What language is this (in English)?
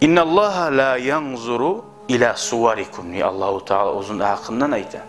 Kumyk